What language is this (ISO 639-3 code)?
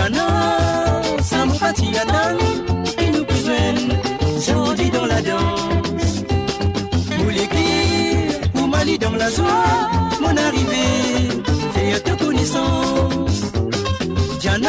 mfe